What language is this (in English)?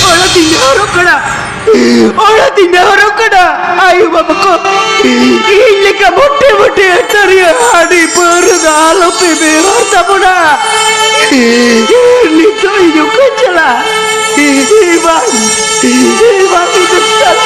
Santali